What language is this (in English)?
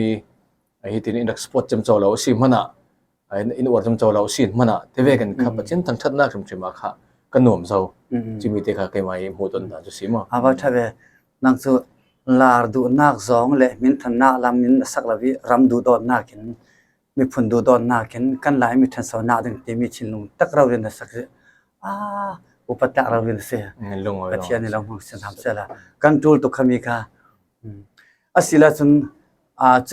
Falam Chin